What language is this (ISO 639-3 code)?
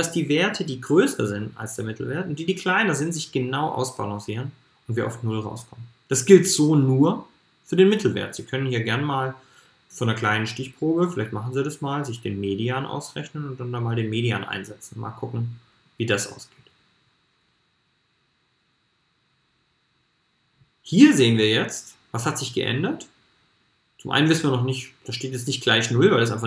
deu